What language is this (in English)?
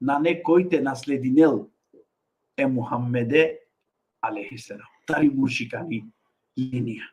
Balkan Romani